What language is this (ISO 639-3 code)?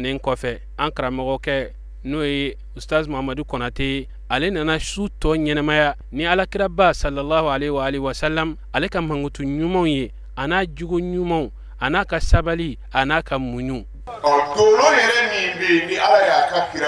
bam